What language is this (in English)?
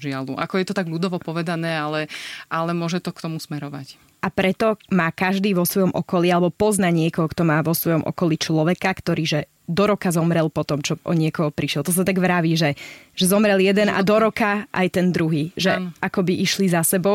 Slovak